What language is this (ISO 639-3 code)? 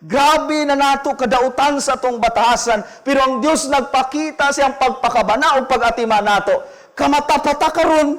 ceb